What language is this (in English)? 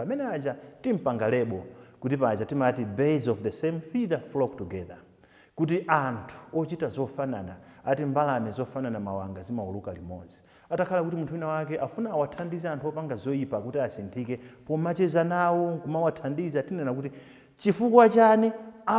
Nyanja